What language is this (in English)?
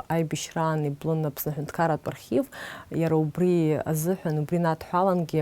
Abkhazian